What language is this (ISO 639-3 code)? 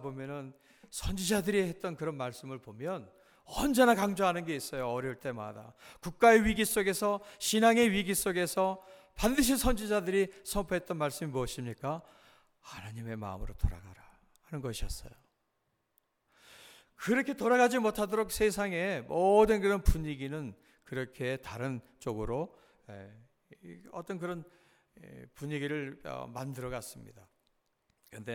kor